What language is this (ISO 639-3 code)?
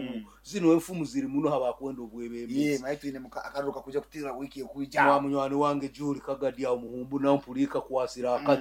nyo